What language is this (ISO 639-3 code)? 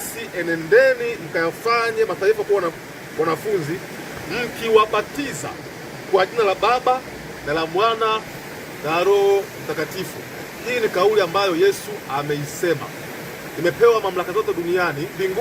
swa